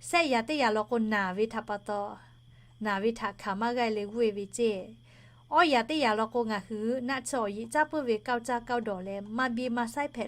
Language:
Lahu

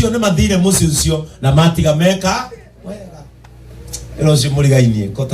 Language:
Kikuyu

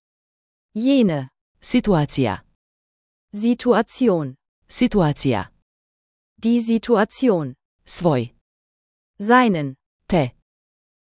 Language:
Slovenian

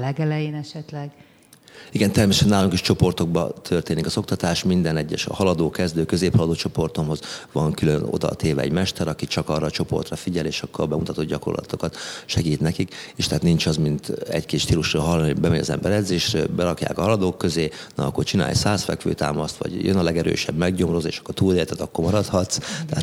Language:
Hungarian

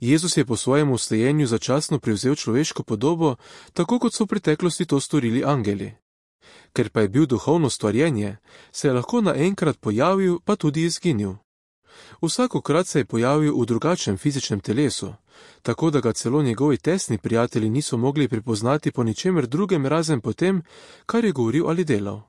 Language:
Slovenian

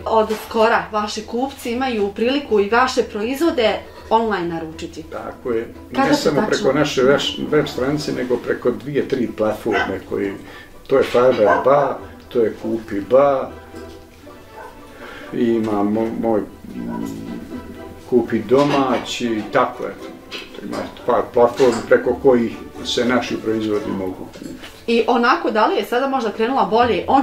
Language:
Bosnian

